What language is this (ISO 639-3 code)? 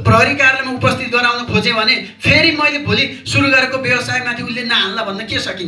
nep